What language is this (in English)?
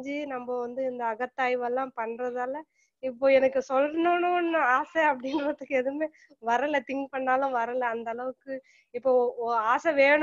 Tamil